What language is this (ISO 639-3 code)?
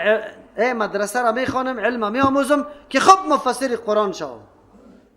fas